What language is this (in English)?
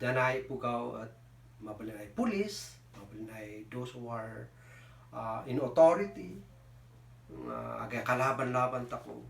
Kankanaey